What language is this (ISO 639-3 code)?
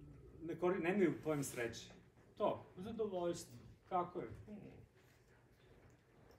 srp